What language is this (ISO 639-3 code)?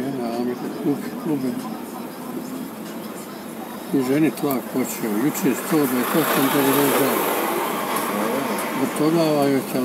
bos